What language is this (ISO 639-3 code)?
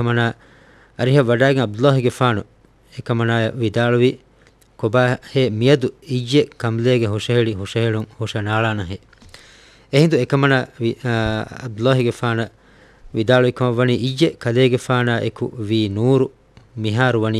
div